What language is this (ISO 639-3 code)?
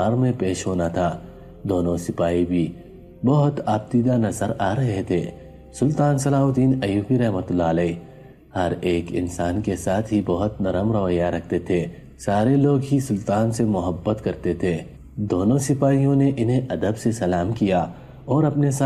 urd